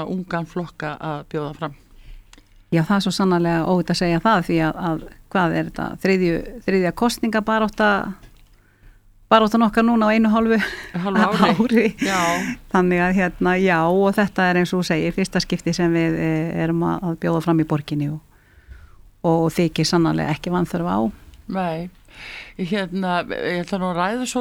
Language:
Icelandic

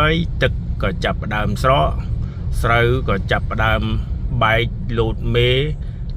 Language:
Khmer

